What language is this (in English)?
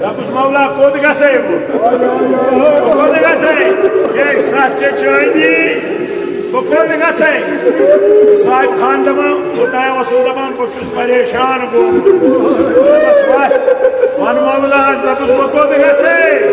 Kashmiri